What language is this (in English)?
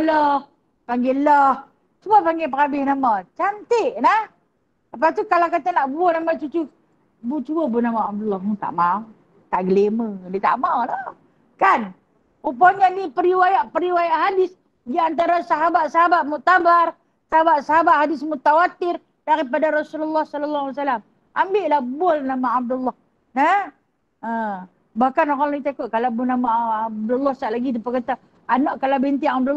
Malay